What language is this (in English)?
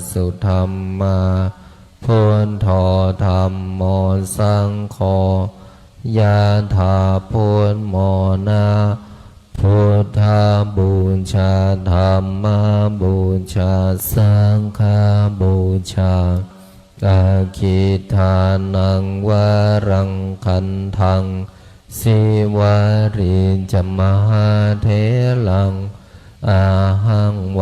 Pali